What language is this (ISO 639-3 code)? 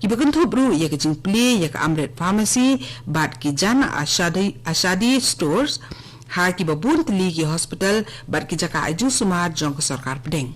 kha